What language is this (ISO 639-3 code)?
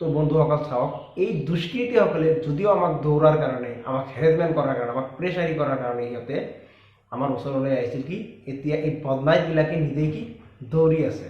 asm